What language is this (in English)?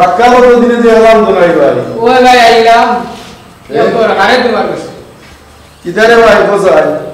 Sylheti